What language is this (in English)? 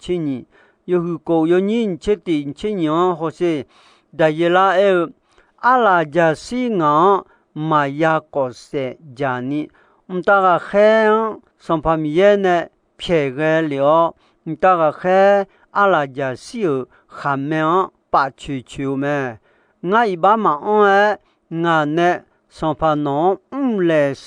Akha